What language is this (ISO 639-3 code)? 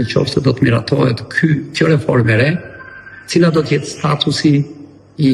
sqi